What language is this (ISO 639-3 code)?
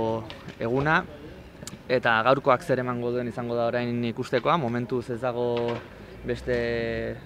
eus